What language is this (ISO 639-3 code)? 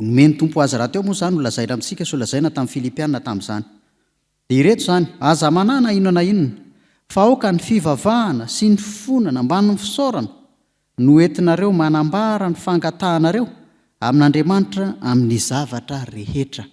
mlg